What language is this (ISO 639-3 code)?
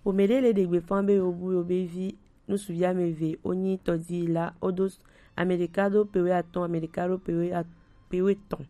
gej